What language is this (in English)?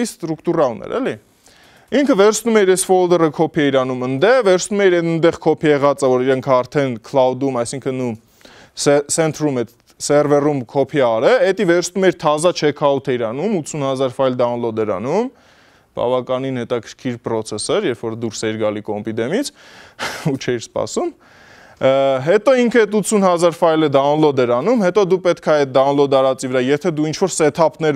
Armenian